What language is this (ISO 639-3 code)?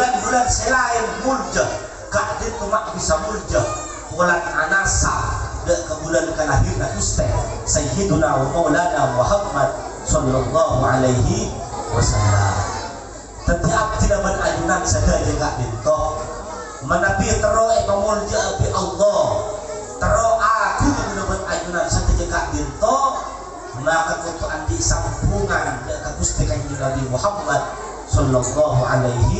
mad